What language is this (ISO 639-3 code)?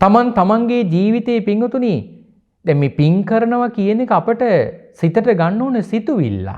sin